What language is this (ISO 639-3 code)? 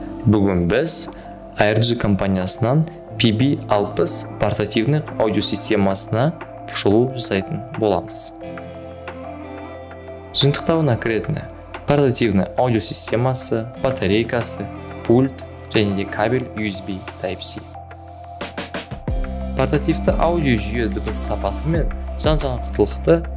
kaz